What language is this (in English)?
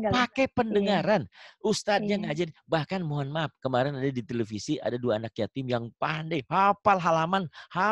Indonesian